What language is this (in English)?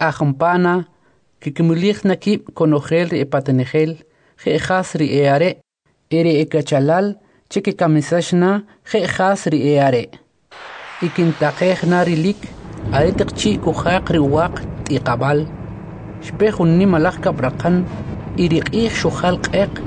Kʼicheʼ